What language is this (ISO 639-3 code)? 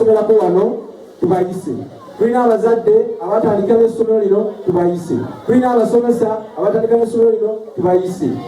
lug